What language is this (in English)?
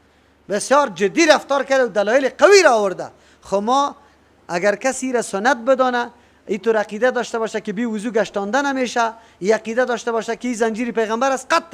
Persian